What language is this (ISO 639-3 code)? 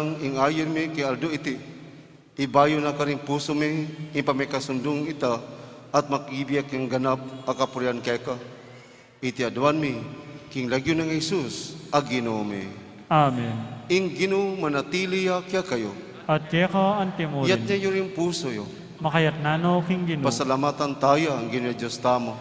pam